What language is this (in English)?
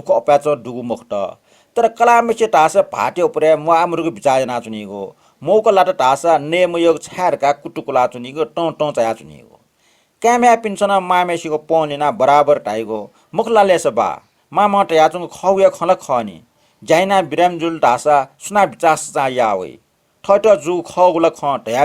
Newari